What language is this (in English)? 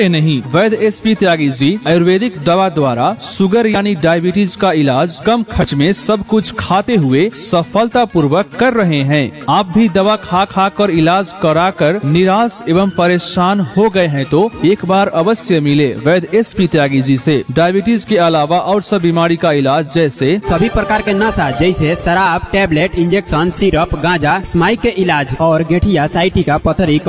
Hindi